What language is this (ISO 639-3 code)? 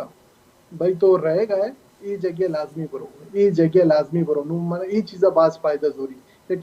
bal